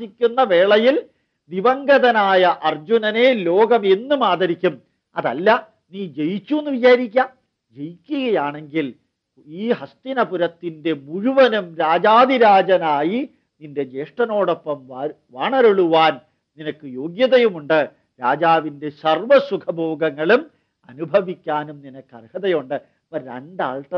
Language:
Malayalam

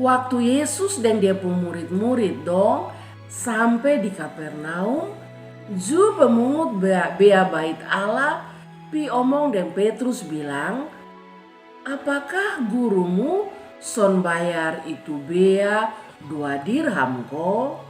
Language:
Kupang Malay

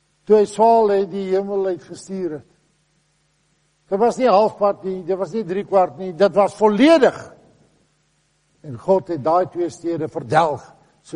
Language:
Afrikaans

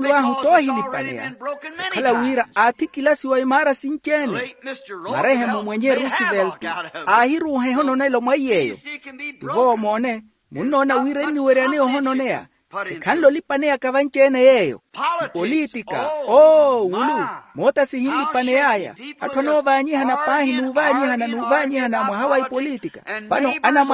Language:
Makhuwa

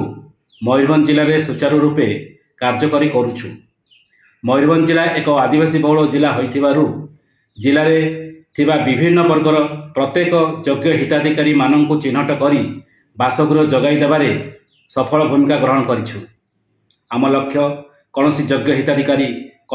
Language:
Odia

